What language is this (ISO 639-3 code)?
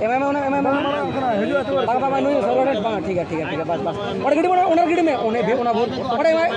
sat